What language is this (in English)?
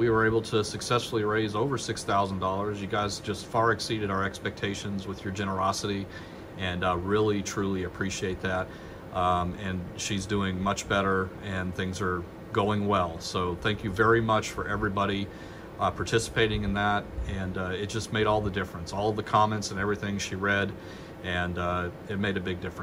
English